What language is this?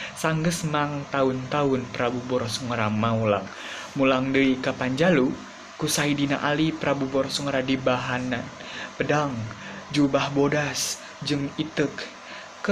Sundanese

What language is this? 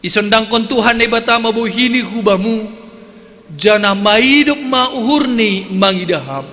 Batak Simalungun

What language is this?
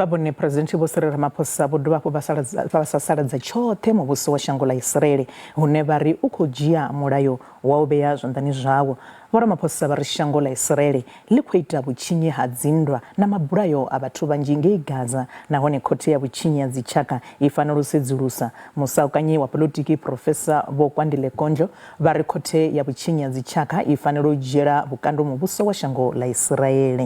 Venda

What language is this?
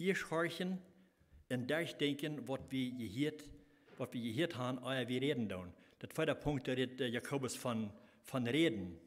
Plautdietsch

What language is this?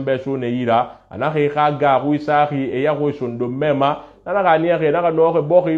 Susu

